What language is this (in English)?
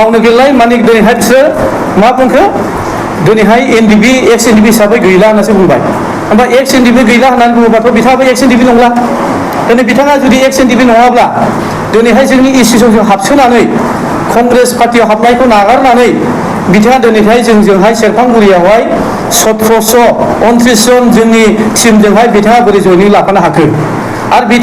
Bodo